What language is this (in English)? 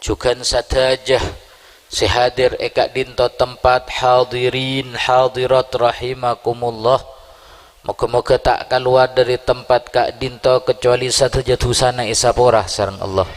Madurese